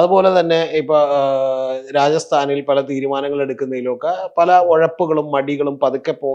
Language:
Malayalam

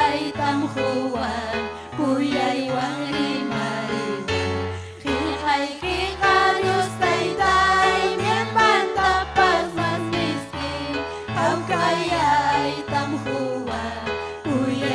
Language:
Ayacucho Quechua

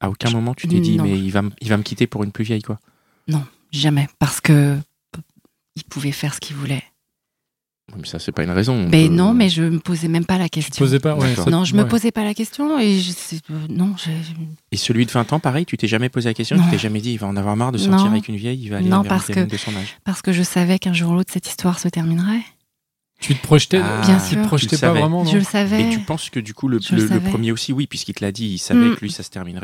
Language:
French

